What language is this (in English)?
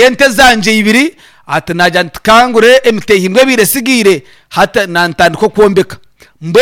Nyankole